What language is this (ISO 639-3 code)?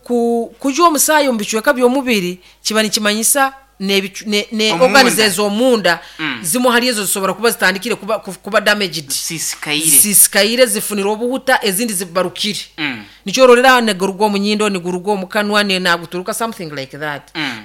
nyo